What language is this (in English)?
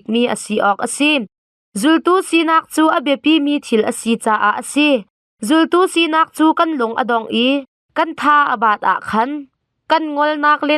Hakha Chin